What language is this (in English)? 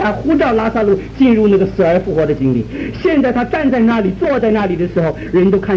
Chinese